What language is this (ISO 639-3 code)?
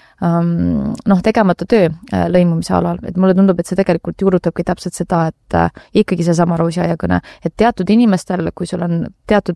est